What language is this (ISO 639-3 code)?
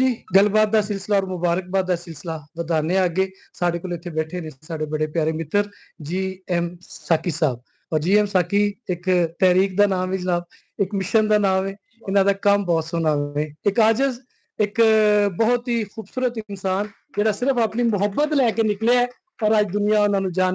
lah